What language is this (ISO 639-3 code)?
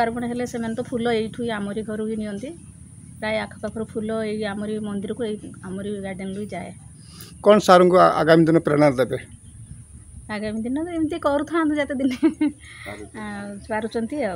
ori